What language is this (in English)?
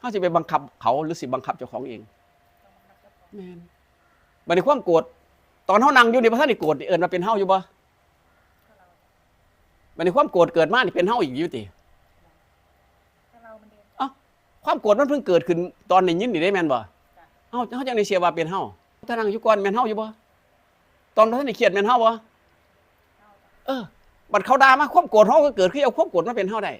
Northeastern Thai